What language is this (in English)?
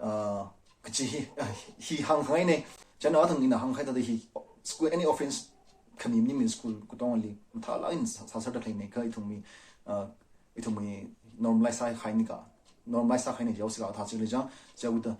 Tangkhul Naga (India)